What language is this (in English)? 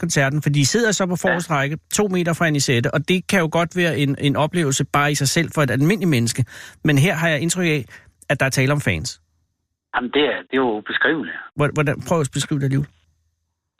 Danish